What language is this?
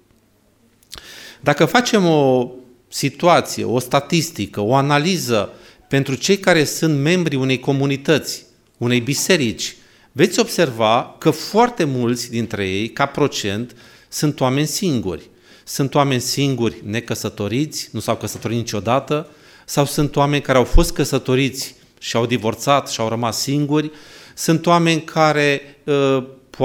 Romanian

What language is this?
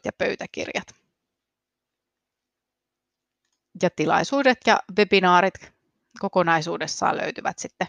Finnish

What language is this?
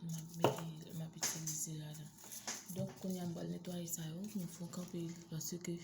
Haitian Creole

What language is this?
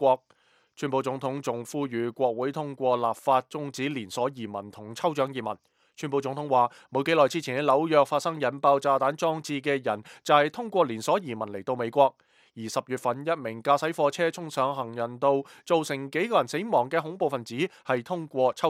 Cantonese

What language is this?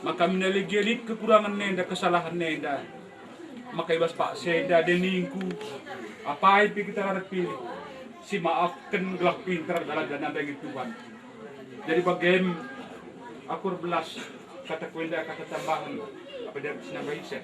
Batak Karo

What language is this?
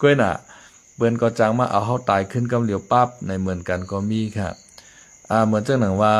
Shan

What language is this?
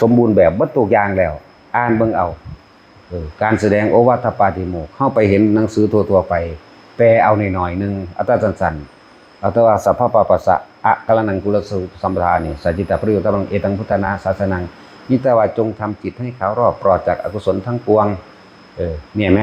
Northeastern Thai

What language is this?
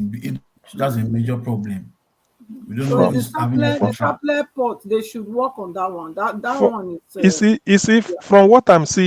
Nigerian Pidgin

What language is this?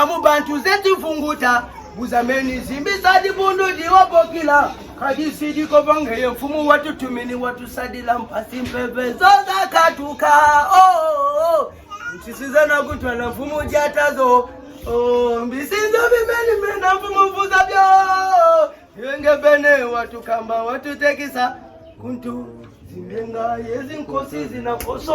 Kituba (Democratic Republic of Congo)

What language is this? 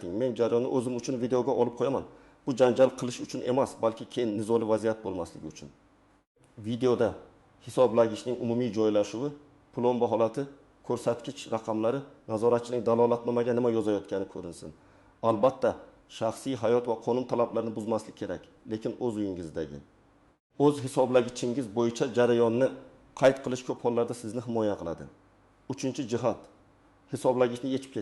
Uzbek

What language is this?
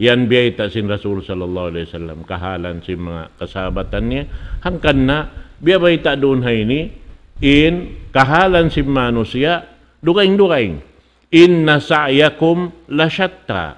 Tausug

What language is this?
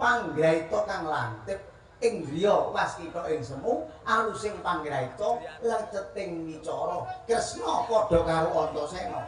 Javanese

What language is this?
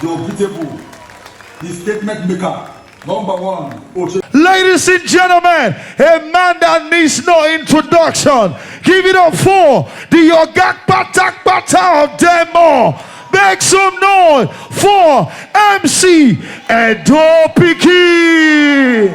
Nigerian Pidgin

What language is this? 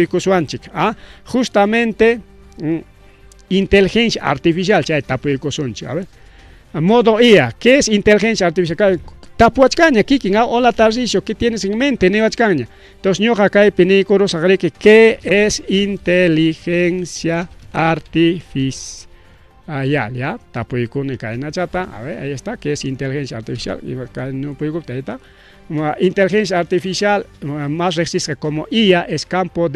Ayacucho Quechua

